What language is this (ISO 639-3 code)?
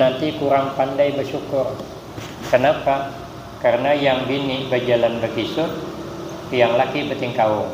bjn